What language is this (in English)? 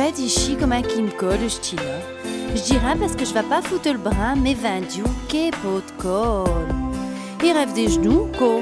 Picard